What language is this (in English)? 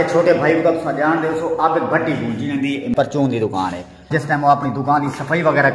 Saraiki